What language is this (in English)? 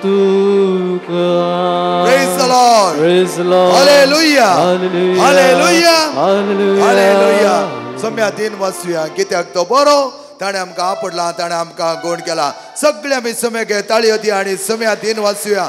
Konkani